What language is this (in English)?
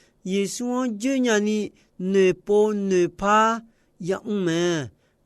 Akha